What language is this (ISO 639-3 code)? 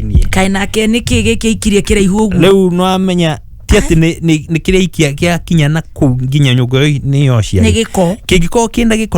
kik